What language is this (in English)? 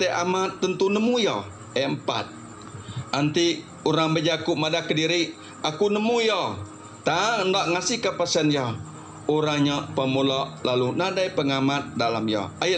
Iban